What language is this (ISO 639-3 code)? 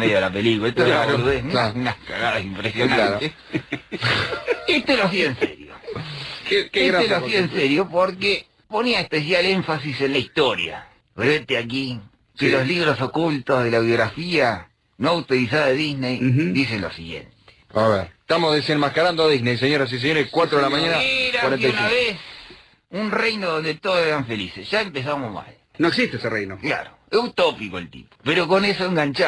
spa